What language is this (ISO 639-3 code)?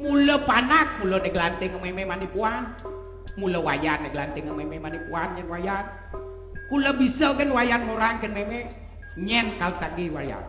ban